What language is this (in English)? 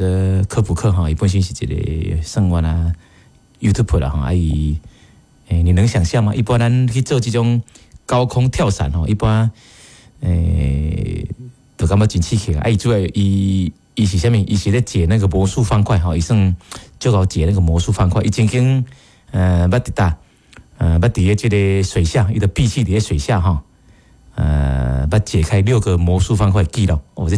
Min Nan Chinese